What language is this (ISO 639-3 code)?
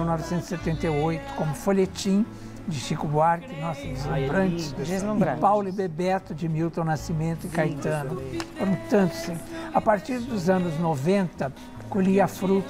por